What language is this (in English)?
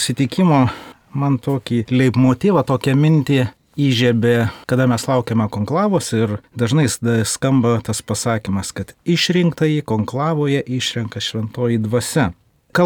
Lithuanian